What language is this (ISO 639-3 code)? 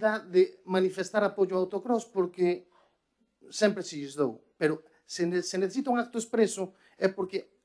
glg